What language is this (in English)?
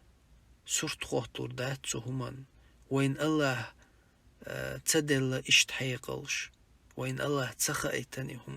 Chechen